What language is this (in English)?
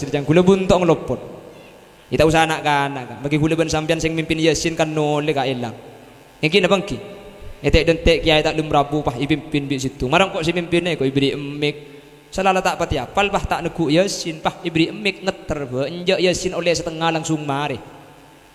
Madurese